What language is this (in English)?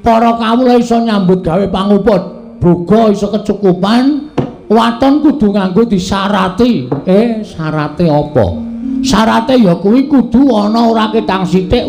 Javanese